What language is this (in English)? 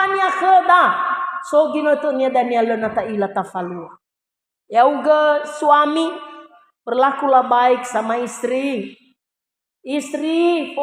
Nias